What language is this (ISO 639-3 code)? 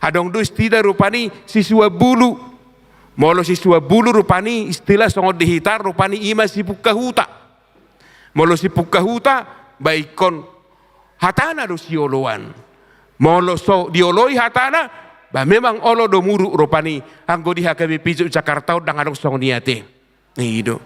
bbc